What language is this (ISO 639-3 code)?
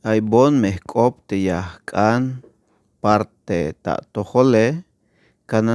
tzh